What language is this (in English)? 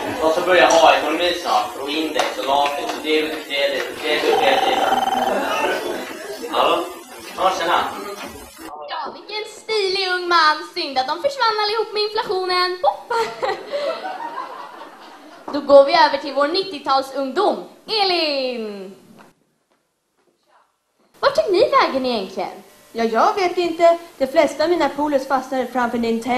Swedish